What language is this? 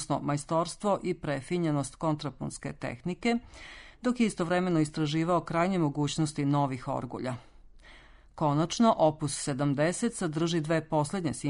Serbian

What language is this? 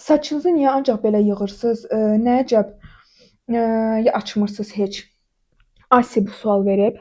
Azerbaijani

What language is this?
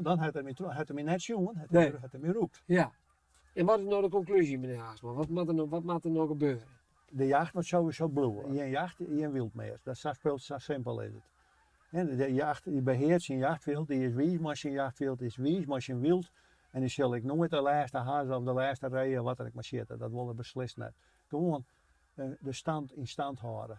Western Frisian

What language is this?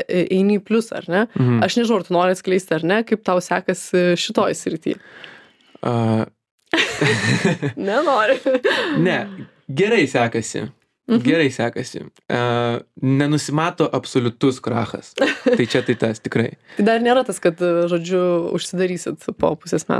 Lithuanian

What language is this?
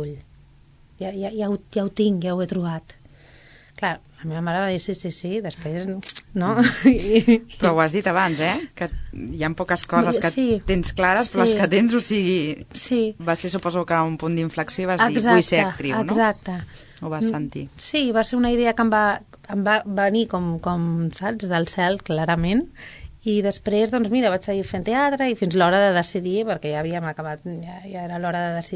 Catalan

